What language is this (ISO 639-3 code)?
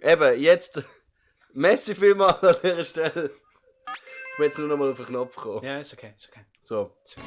gsw